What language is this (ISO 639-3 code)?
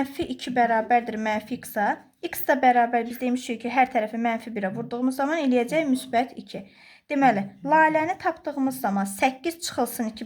aze